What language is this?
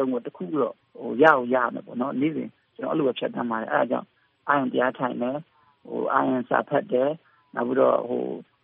Burmese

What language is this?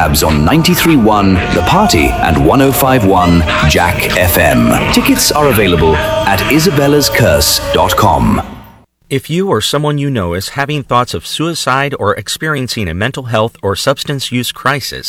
English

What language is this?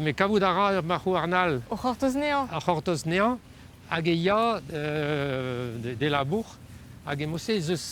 Breton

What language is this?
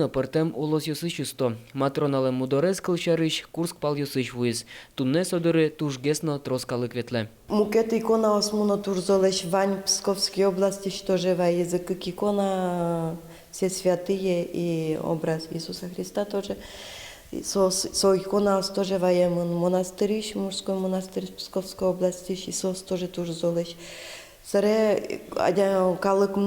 Udmurt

